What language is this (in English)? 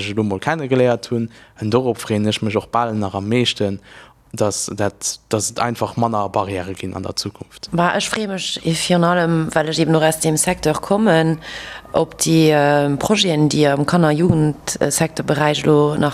Luxembourgish